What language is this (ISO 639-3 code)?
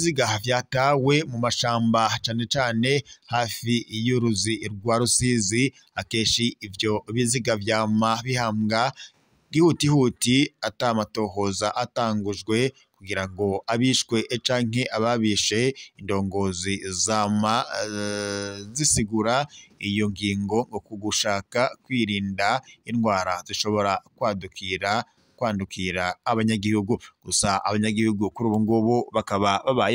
run